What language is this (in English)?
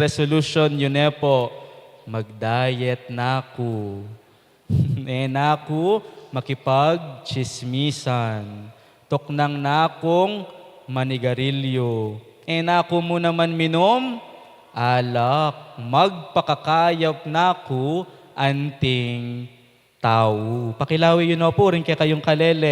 Pampanga